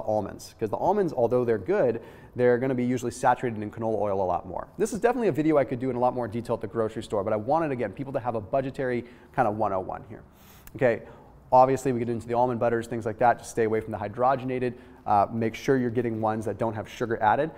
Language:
English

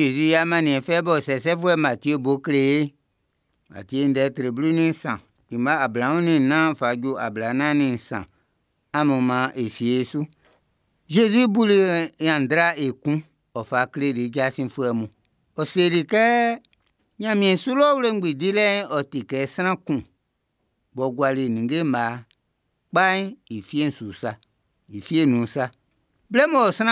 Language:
Baoulé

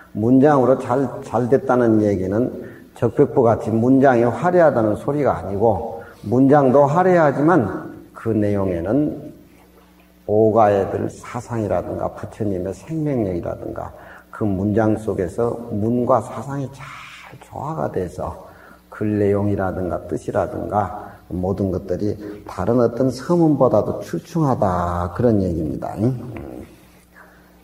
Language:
Korean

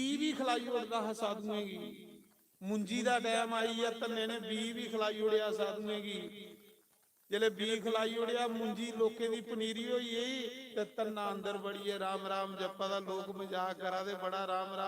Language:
Dogri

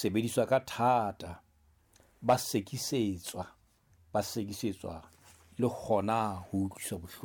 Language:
Southern Sotho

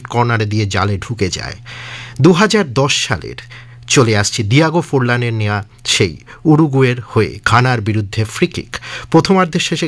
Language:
Bangla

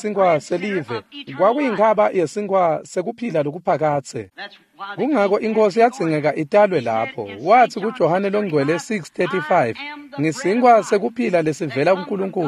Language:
Swati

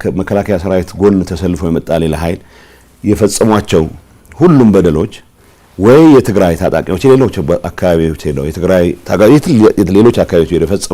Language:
Amharic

